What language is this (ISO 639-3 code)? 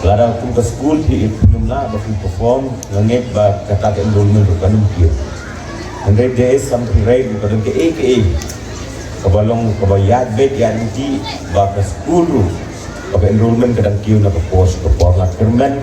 kha